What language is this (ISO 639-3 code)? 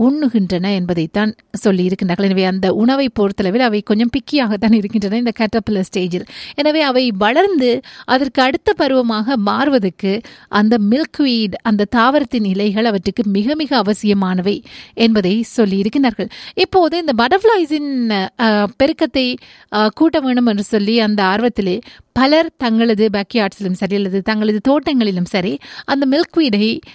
tam